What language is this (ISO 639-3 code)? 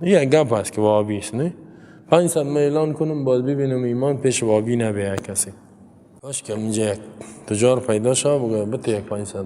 fas